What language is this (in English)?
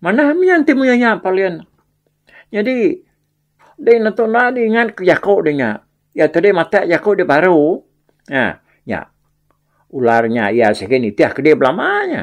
Iban